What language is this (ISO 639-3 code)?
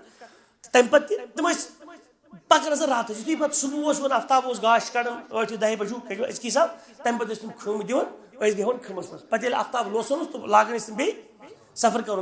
kas